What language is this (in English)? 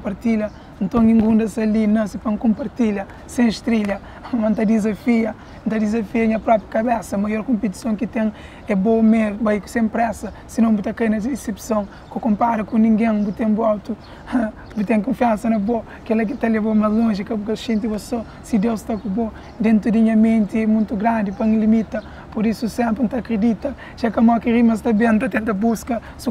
Kabuverdianu